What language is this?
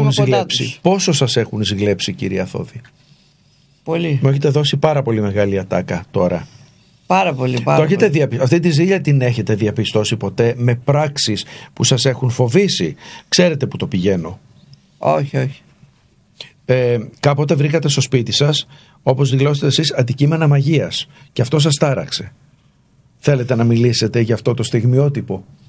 Greek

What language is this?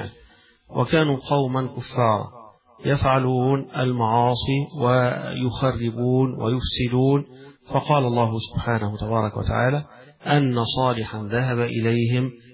Arabic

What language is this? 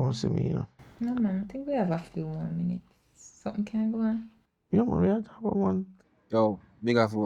Jamaican Creole English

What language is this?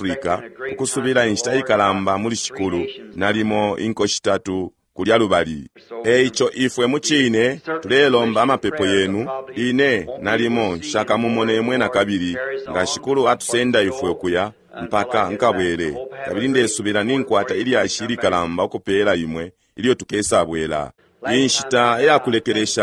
Bemba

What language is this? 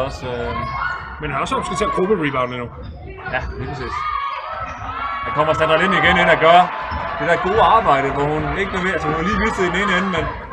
Danish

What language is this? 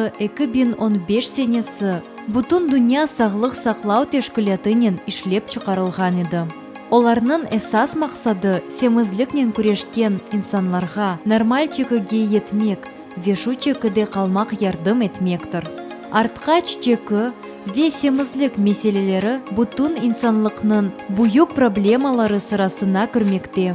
Crimean Tatar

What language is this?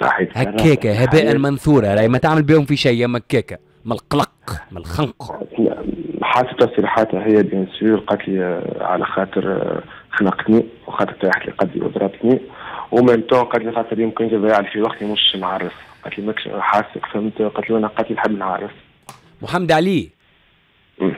Tunisian Arabic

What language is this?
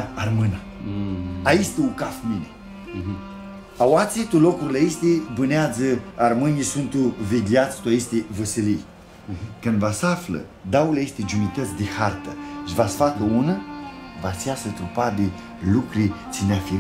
Aromanian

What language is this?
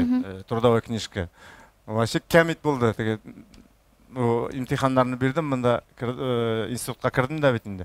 Tatar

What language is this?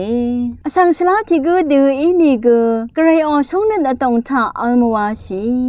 Rawang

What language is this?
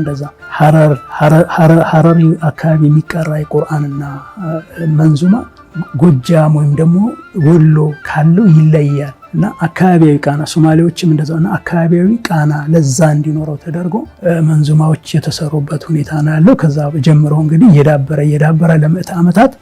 Amharic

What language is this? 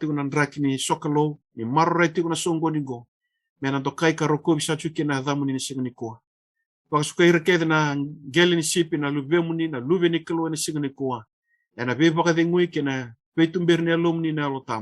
Fijian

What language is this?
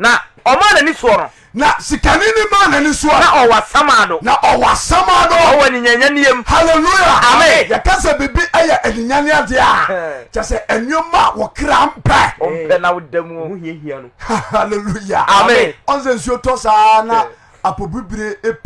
Akan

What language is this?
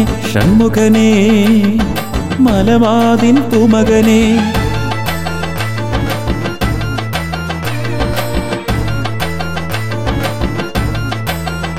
Malayalam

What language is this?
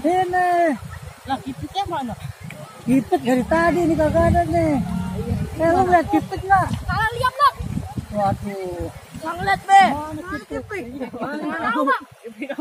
Betawi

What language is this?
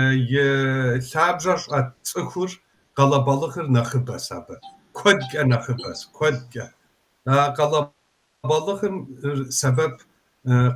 Kabardian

